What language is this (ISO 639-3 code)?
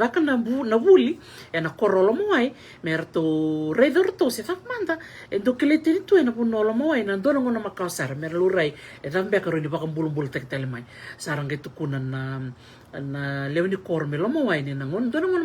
fij